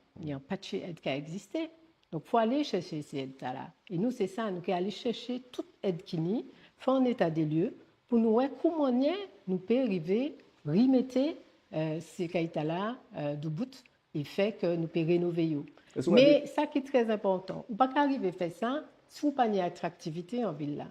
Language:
Guadeloupean Creole French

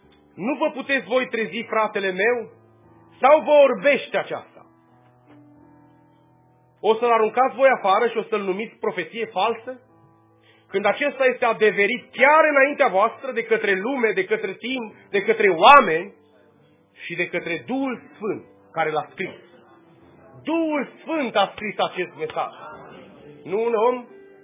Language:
Romanian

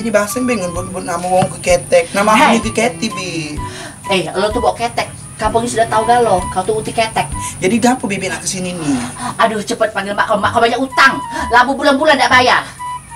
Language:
Musi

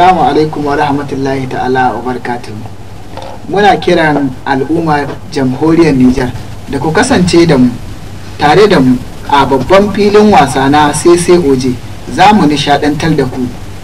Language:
Hausa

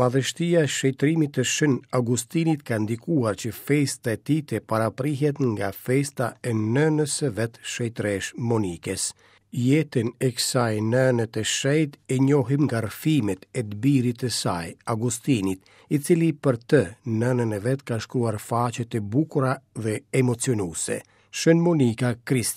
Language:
Albanian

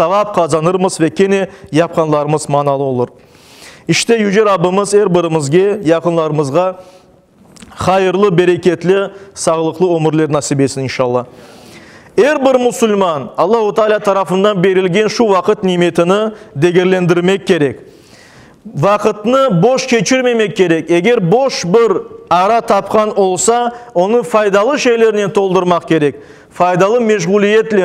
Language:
Crimean Tatar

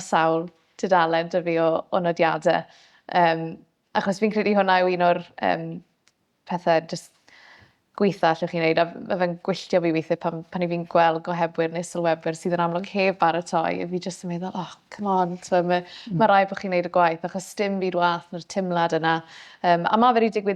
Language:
Welsh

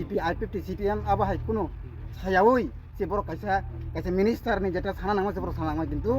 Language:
Kok Borok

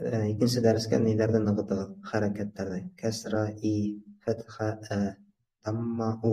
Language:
Bashkir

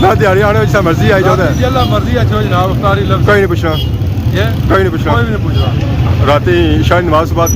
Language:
Pahari-Potwari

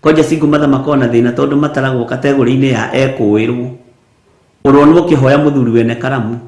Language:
Kikuyu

